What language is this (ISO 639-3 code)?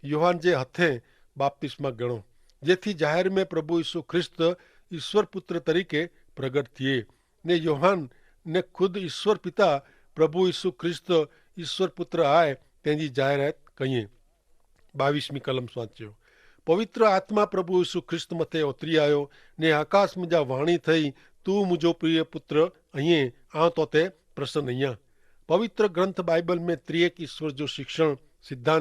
kfr